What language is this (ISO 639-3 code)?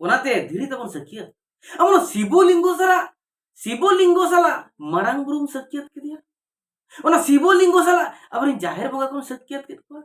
sat